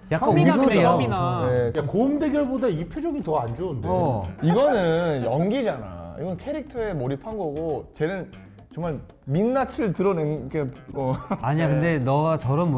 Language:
Korean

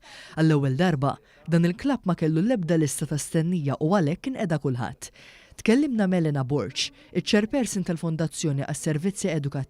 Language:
Maltese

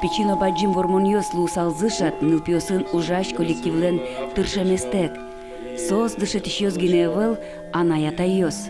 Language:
Udmurt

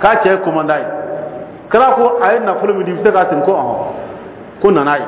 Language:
Dyula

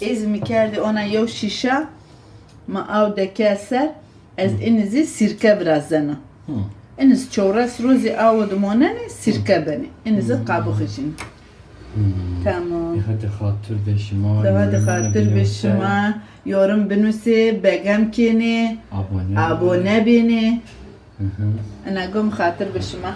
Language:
Zaza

